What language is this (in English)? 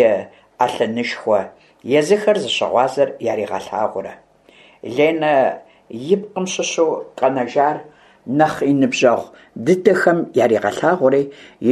Kabardian